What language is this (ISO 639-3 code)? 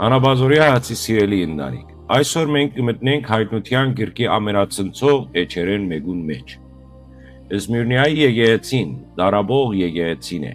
hyw